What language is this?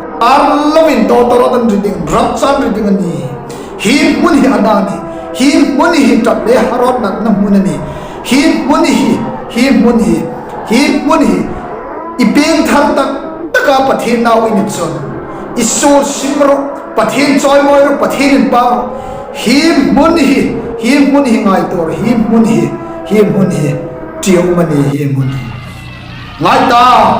Hmar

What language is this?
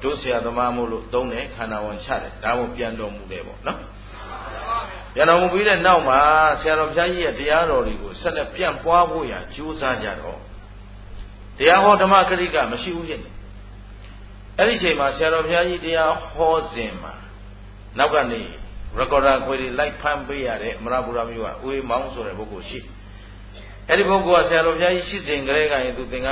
Burmese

